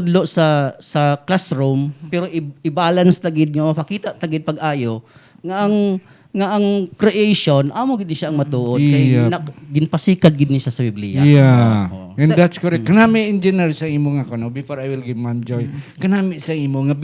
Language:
Hiligaynon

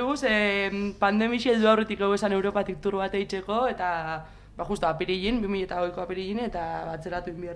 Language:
Basque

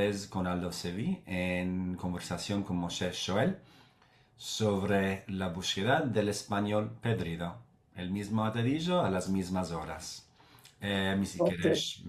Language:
Ladino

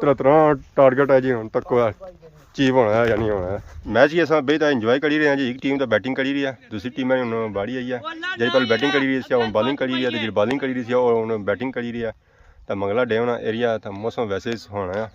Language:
Pahari-Potwari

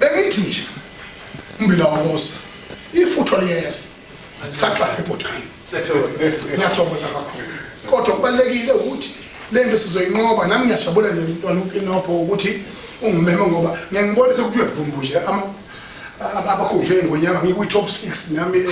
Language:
Zulu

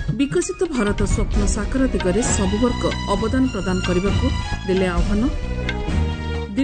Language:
Odia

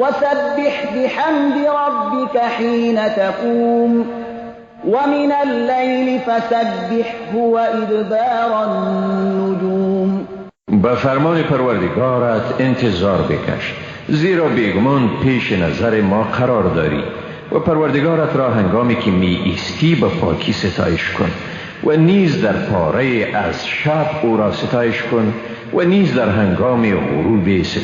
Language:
Persian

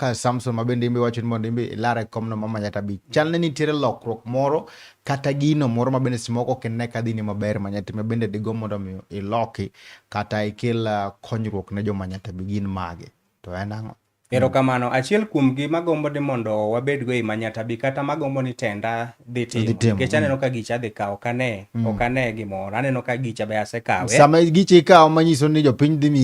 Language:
Luo (Kenya and Tanzania)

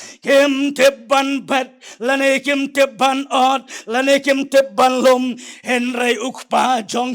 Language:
Khasi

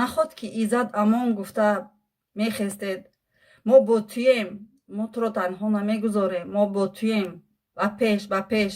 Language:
Tajik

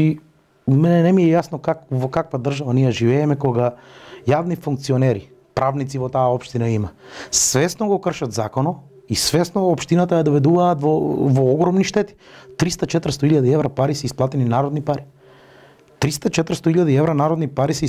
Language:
Macedonian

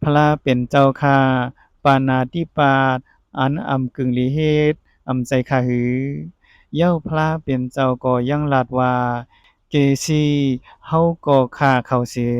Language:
Shan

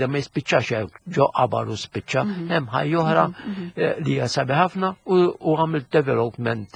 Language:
Maltese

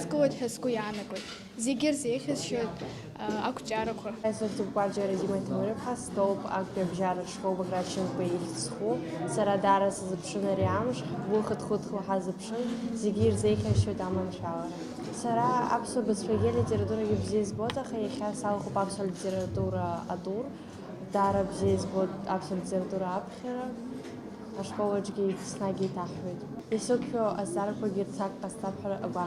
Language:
Abkhazian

